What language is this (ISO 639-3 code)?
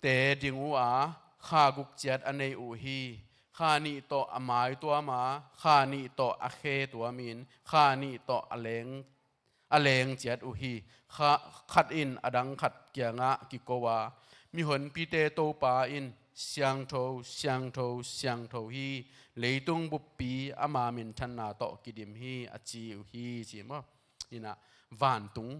ctd